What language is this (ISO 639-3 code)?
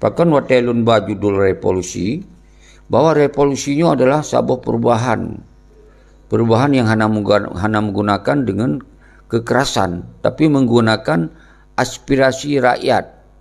ace